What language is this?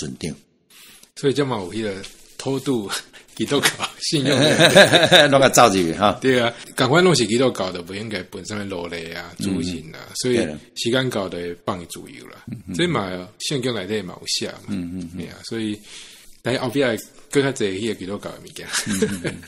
Min Nan Chinese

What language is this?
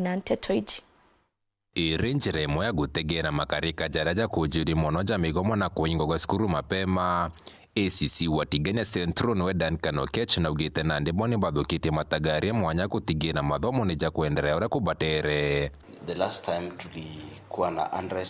Meru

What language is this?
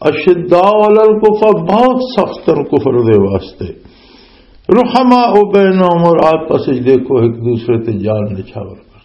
Western Panjabi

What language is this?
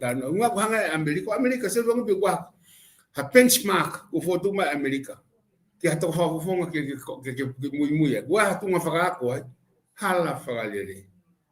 Tongan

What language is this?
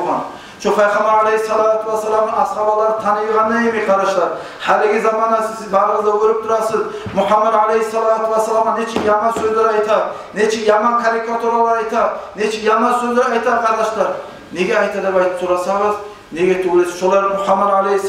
Kumyk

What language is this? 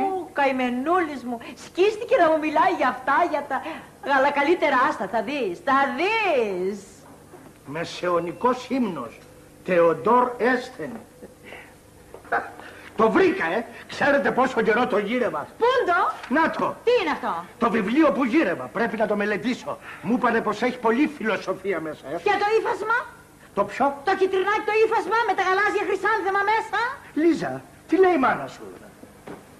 Greek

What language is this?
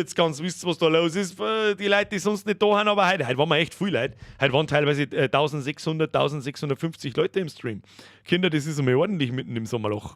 Bavarian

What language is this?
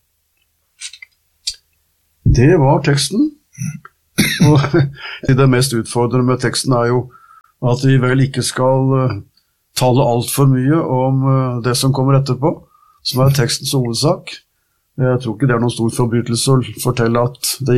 Norwegian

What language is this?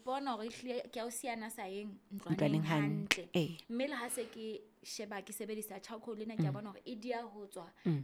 Southern Sotho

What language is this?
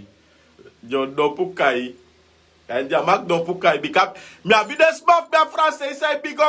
Sranan Tongo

